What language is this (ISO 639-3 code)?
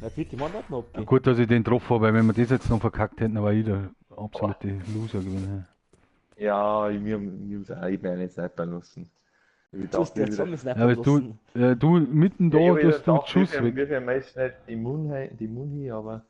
bar